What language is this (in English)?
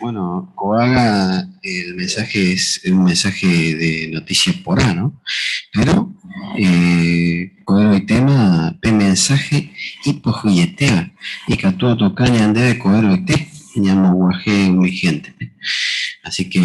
Guarani